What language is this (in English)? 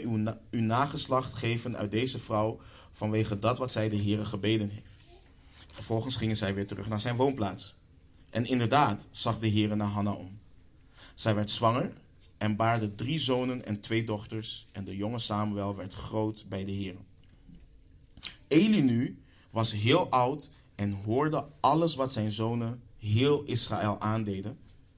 Dutch